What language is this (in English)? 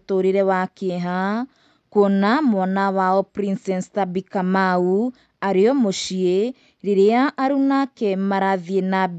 Kikuyu